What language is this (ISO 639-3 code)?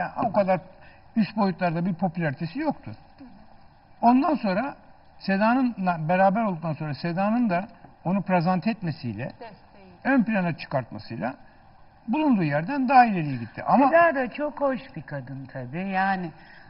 tur